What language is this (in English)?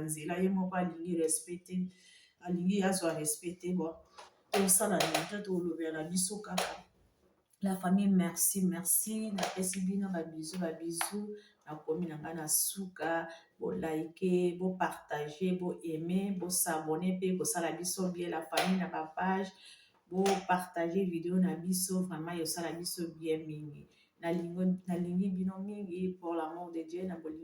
Lingala